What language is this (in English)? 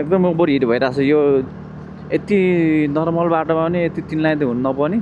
Nepali